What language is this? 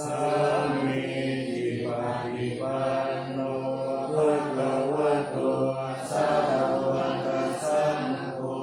Pali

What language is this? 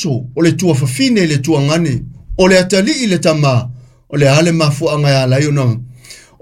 Samoan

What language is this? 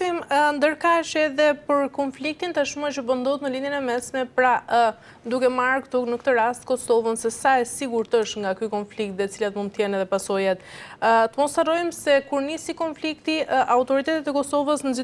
Albanian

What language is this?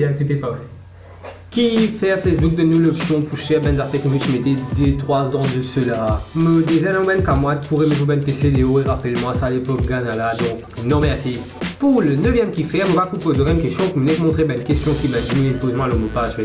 Morisyen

